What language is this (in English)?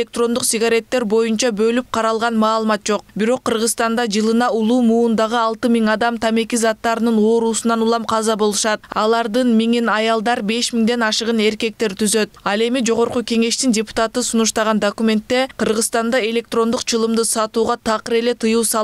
Kyrgyz